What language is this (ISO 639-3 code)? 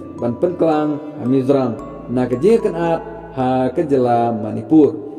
kha